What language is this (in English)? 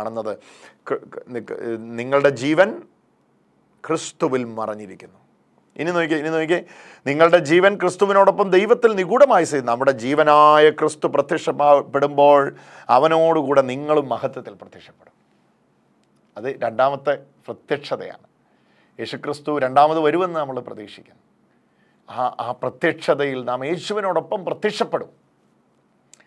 Malayalam